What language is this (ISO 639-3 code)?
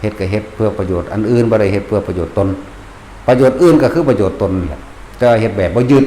tts